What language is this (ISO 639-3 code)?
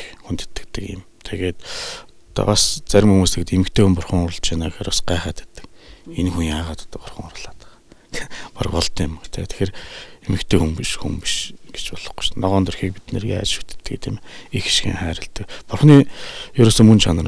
mon